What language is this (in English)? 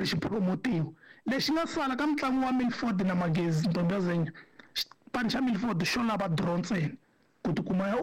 Tsonga